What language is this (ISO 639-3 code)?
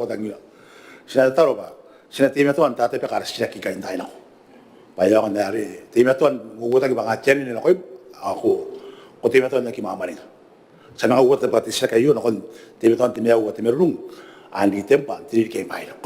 gil